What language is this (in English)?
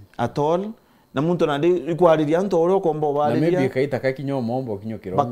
Meru